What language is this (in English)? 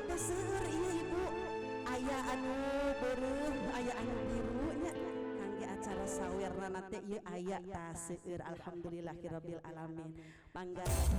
Sundanese